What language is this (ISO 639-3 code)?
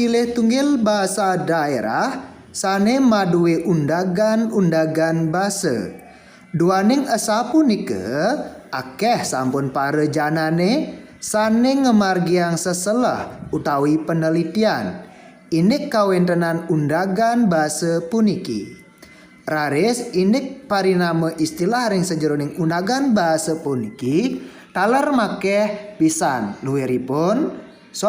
ban